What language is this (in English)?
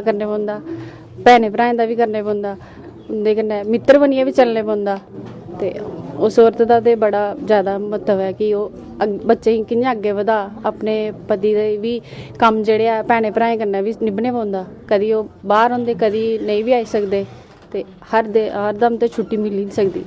Dogri